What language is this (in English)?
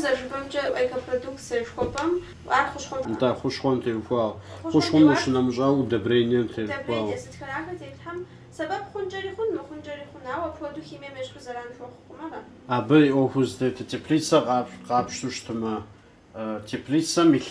Kabardian